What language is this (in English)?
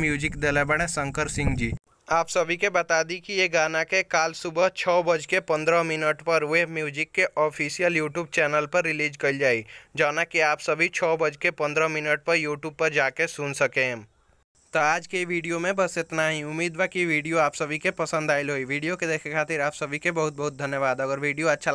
Bhojpuri